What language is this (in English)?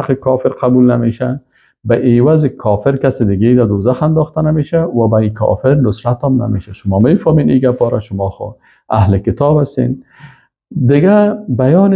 Persian